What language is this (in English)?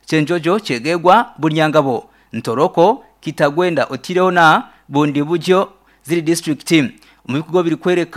Nyankole